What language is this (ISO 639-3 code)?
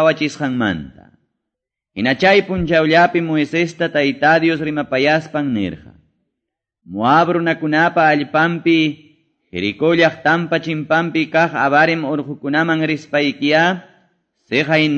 que